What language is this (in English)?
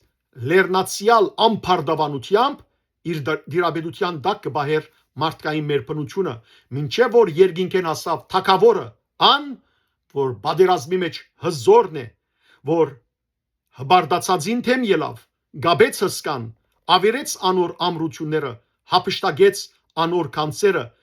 Western Armenian